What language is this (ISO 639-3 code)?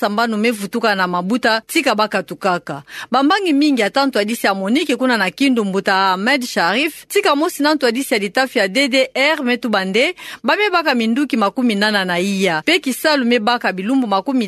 ktu